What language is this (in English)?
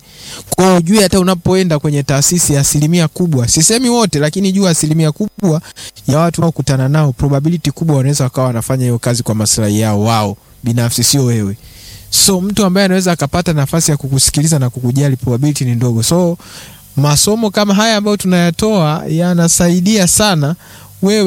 Swahili